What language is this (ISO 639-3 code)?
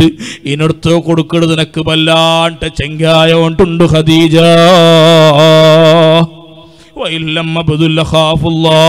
mal